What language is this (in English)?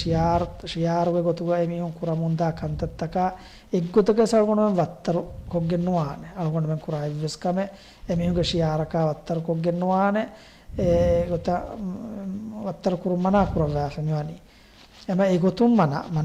Divehi